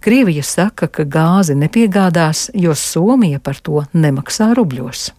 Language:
Latvian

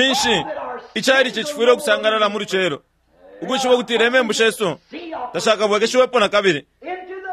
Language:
Bemba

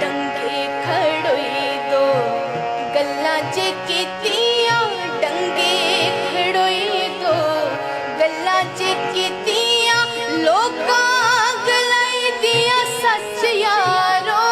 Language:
Dogri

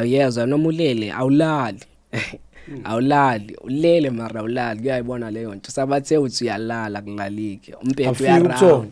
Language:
Zulu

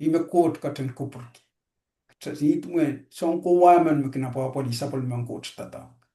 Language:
Pohnpeian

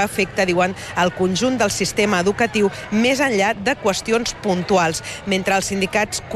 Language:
Catalan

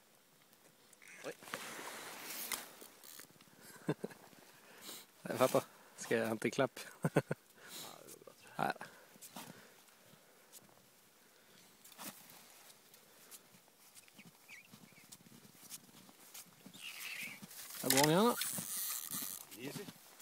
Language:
Norwegian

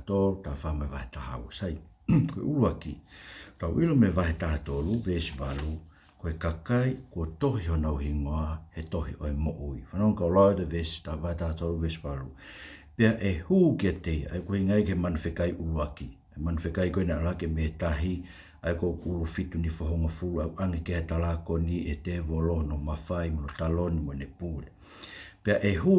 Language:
Tongan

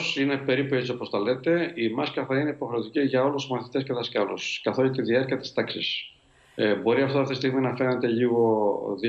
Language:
Greek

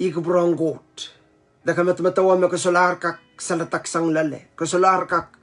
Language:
Pohnpeian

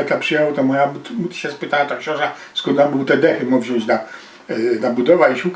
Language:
Silesian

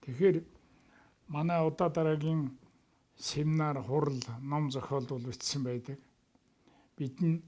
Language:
Mongolian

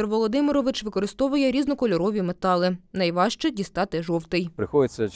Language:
Ukrainian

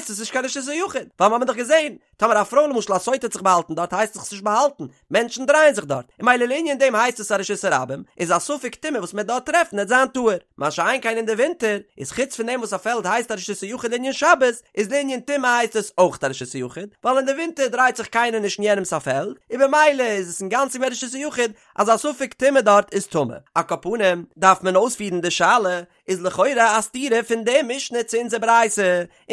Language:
Yiddish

